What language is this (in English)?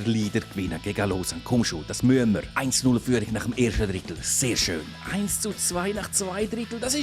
Swiss German